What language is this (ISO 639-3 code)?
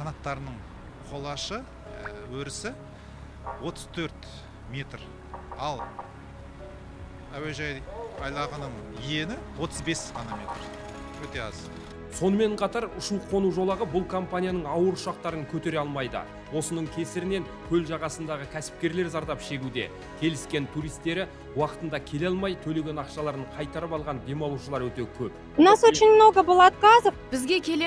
kaz